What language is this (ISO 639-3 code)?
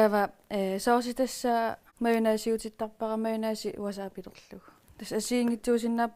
kal